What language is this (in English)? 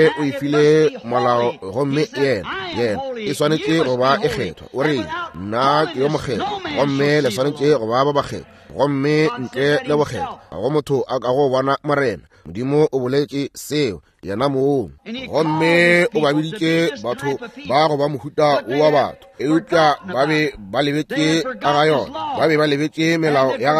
Northern Sotho